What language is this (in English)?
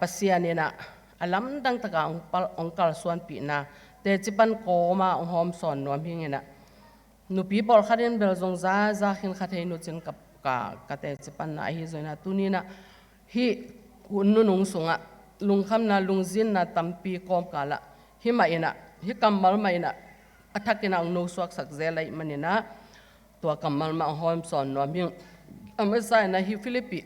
Tedim Chin